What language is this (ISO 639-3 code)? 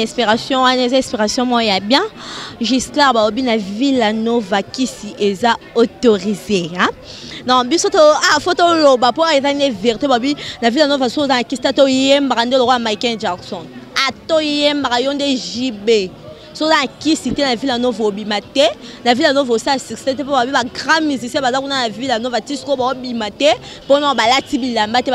lin